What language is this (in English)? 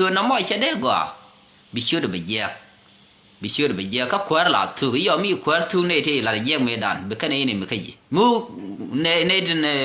Nuer